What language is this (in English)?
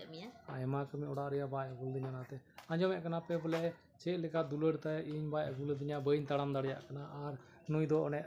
Santali